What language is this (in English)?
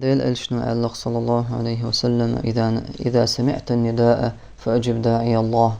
Chechen